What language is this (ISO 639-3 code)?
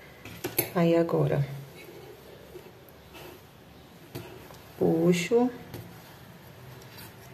por